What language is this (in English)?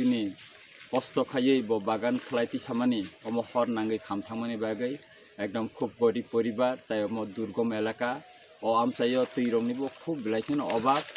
Kok Borok